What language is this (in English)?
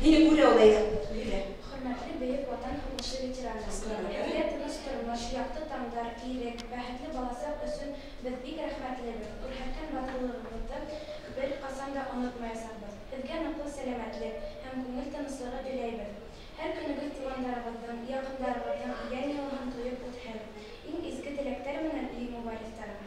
Bashkir